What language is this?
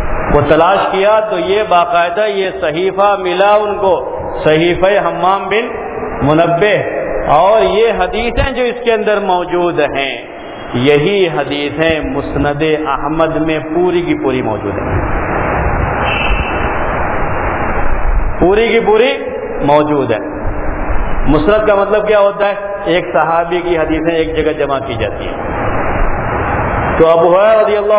Urdu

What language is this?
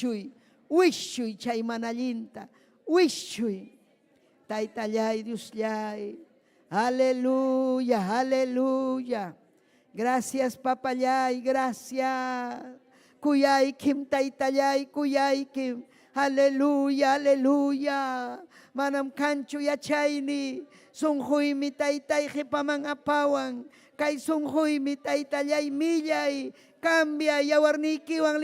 Ayacucho Quechua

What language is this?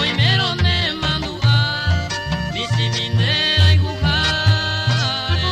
Guarani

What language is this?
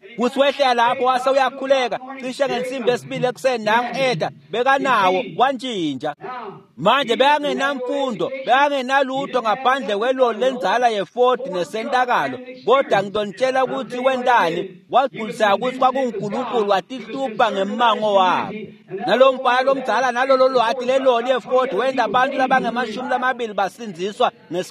Swati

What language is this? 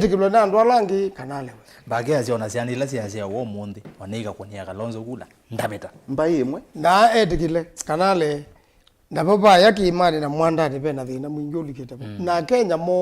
Kamba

